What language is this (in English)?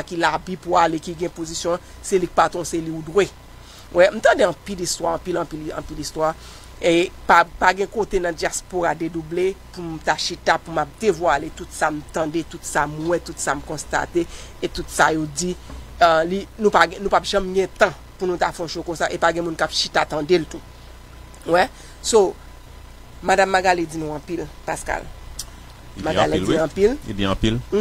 Haitian Creole